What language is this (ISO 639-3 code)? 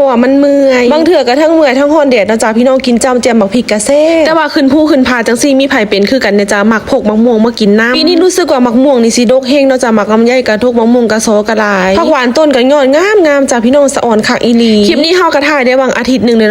tts